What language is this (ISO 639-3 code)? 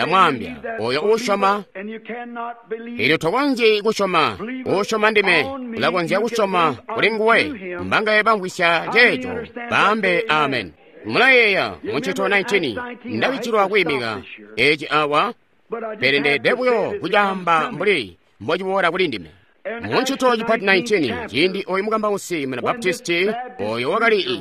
toi